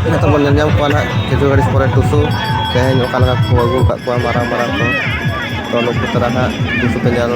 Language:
Santali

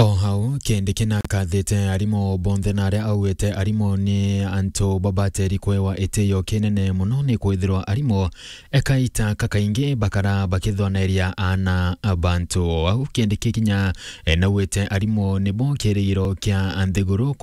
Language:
Meru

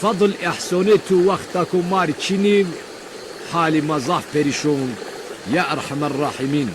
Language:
Zaza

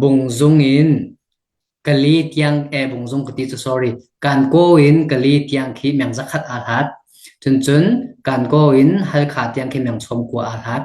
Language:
Hakha Chin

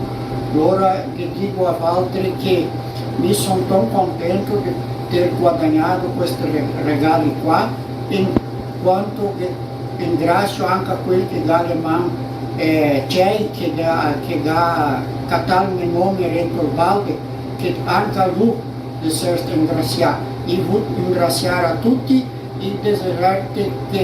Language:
Venetian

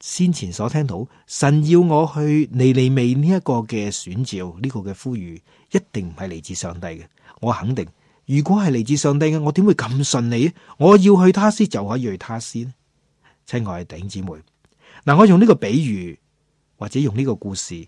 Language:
Cantonese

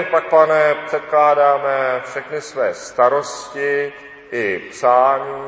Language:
Czech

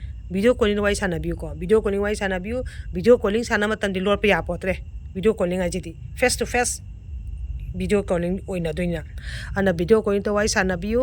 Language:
Manipuri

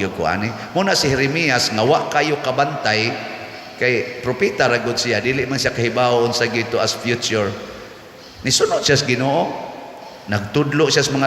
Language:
Cebuano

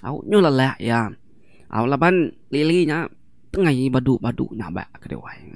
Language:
Iban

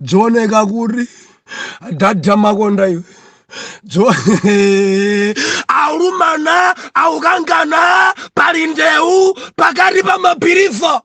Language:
Nyanja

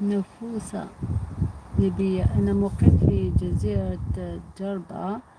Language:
Algerian Arabic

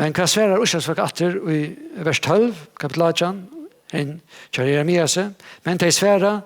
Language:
Faroese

